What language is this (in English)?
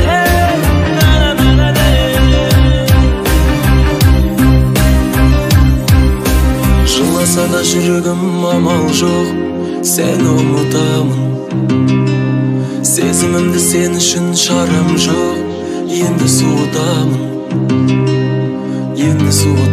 Kazakh